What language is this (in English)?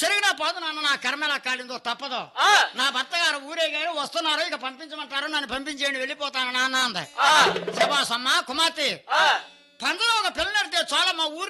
Telugu